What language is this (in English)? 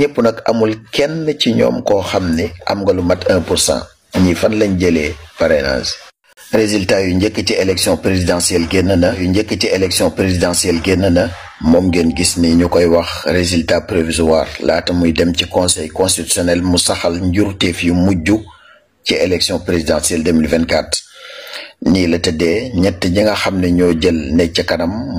Wolof